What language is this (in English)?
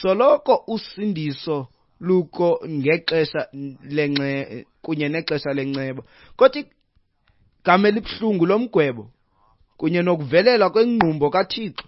Xhosa